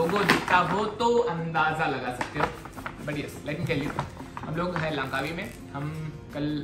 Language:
Hindi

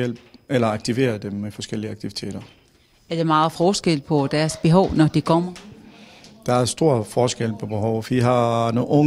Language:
Danish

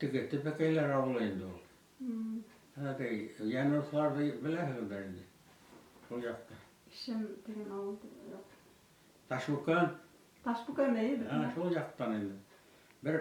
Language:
Bashkir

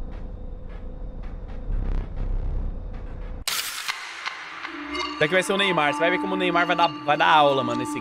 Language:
Portuguese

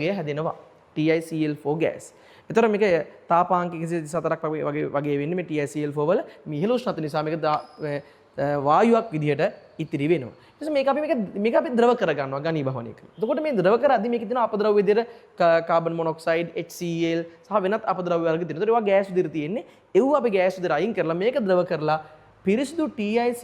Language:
Sinhala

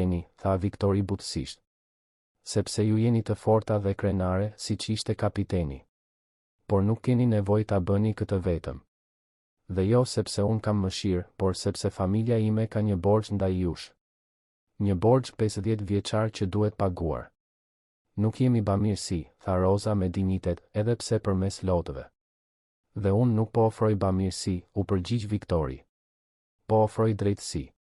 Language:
Albanian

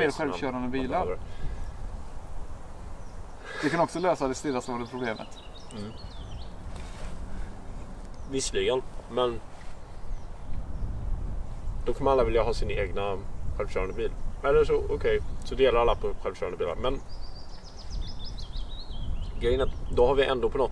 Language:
Swedish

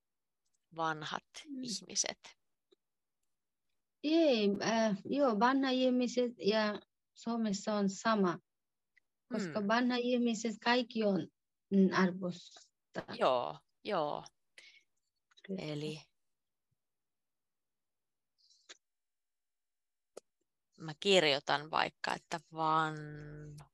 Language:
Finnish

